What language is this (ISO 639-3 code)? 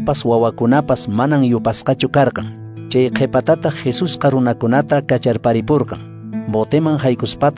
que